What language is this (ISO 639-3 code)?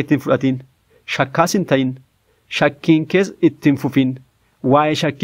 orm